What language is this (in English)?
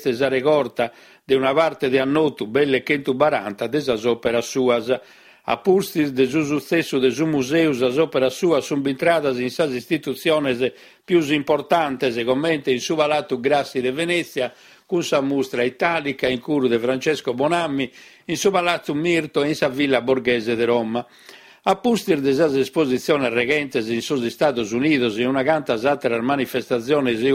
Sardinian